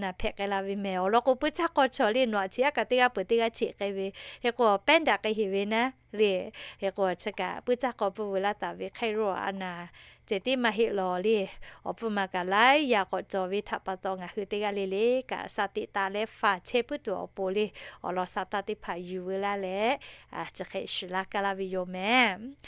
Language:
Lahu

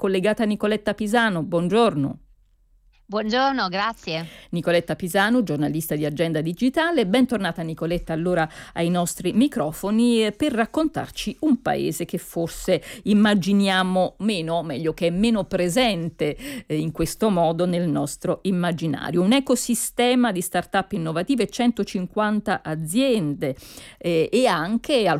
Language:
Italian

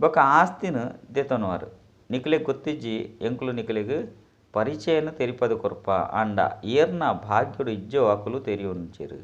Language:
Tulu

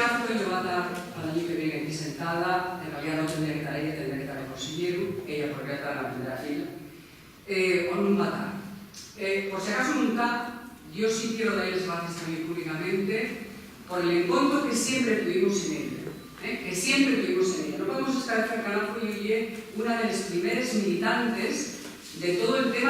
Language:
Asturian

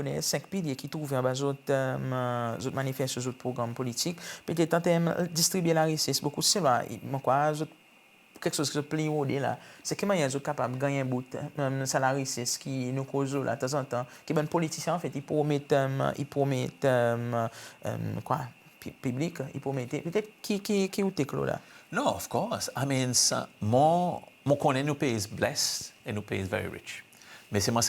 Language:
Seselwa Creole French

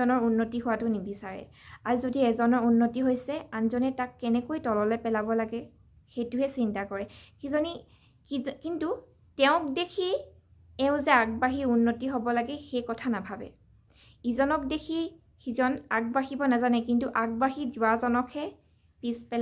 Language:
Assamese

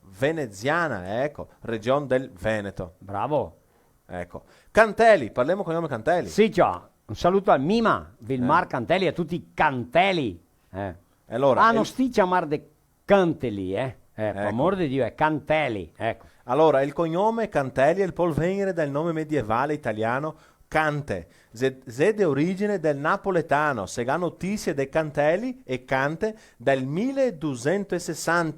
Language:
Venetian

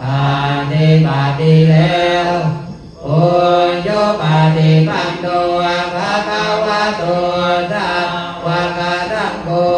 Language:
Pali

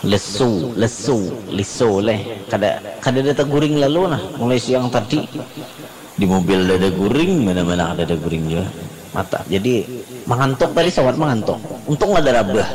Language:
Banjar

